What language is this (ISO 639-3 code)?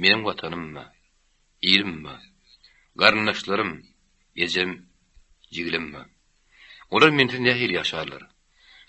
tuk